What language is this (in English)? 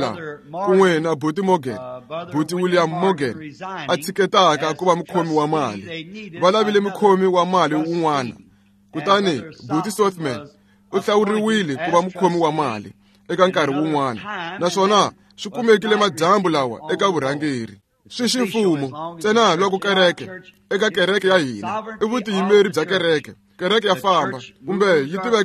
Tsonga